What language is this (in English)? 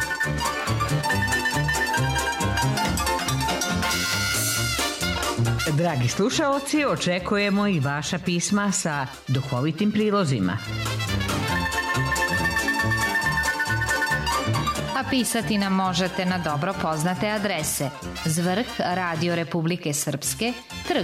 Serbian